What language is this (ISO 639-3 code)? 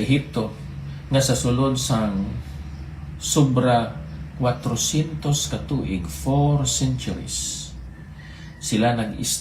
hil